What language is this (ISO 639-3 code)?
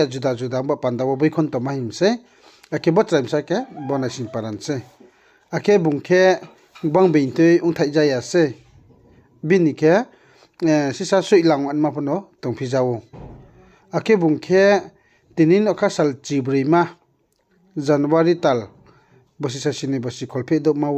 ria